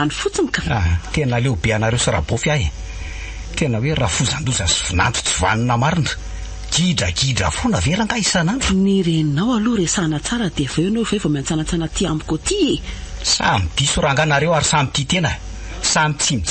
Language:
Malagasy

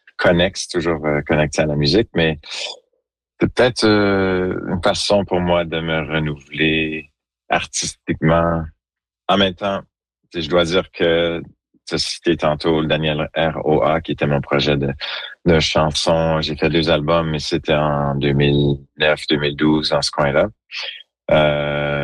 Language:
French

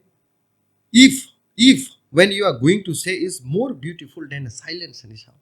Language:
Kok Borok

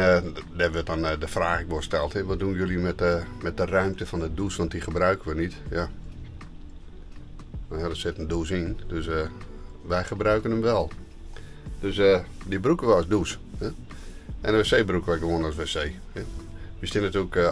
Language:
Dutch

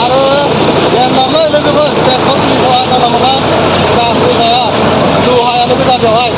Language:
Bodo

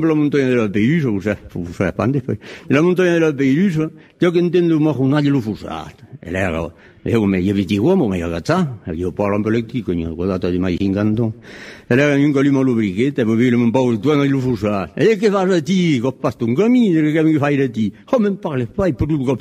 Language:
Occitan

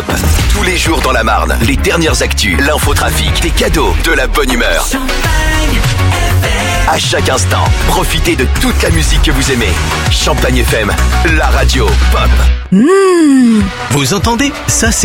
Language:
French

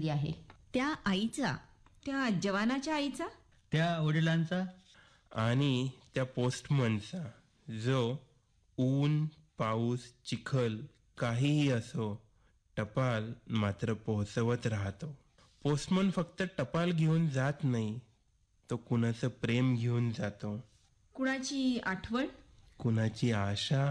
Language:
Marathi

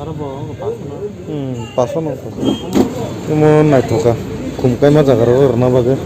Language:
Kok Borok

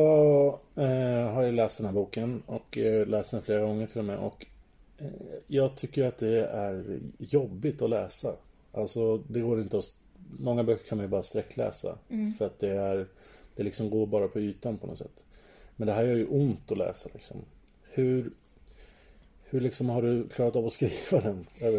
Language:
Swedish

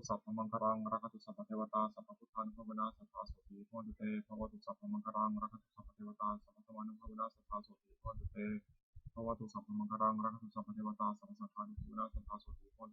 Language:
Pali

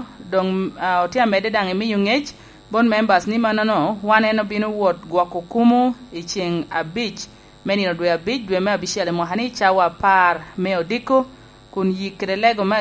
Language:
Lango (Uganda)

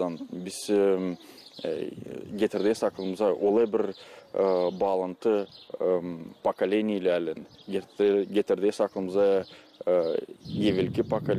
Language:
Gagauz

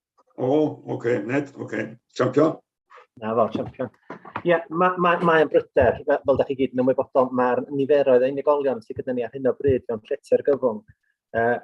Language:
Welsh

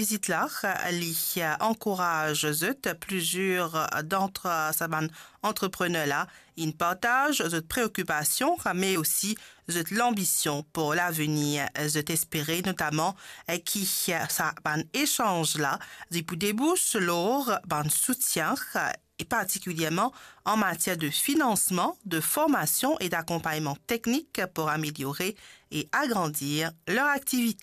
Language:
Morisyen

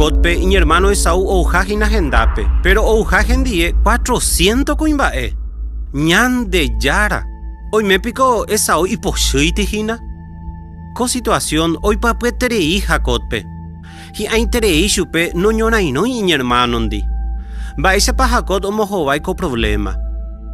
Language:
Guarani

